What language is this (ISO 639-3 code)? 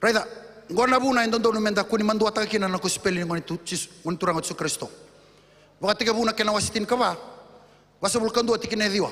fij